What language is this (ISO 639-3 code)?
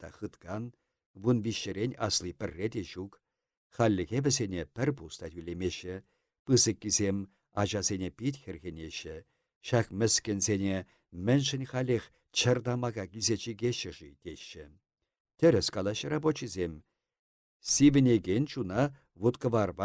chv